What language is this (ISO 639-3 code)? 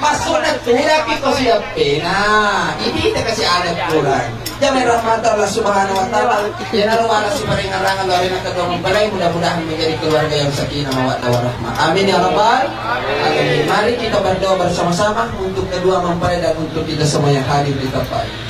bug